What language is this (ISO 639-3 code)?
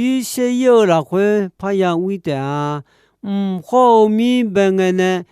ahk